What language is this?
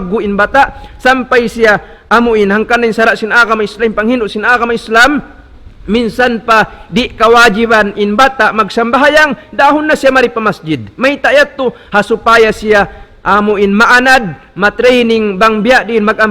Tausug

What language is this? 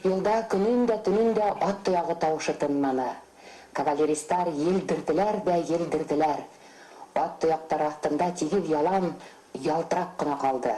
Bashkir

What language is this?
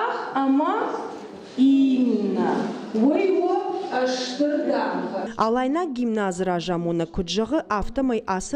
Ossetic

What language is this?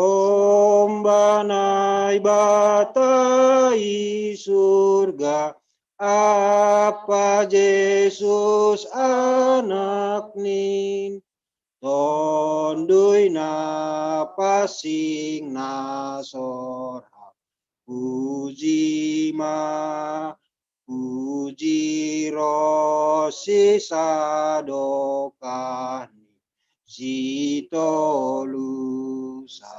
Batak Simalungun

